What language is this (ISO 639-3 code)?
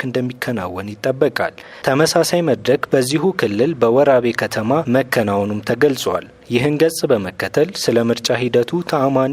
amh